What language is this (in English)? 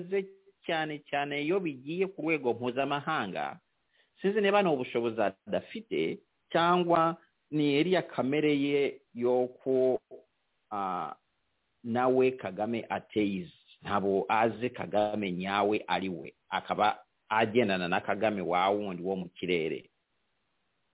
Kinyarwanda